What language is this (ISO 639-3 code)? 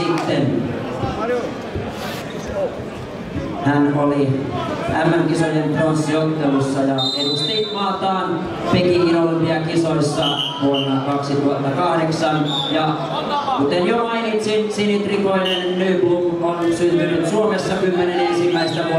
fin